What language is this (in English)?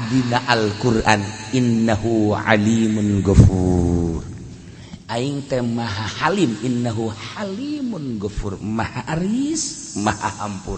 Sundanese